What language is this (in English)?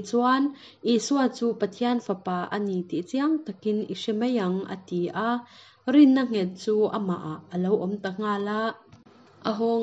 Hakha Chin